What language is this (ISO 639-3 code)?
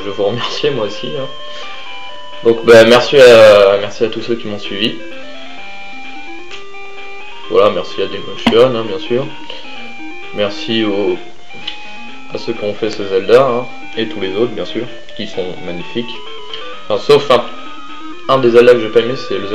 fra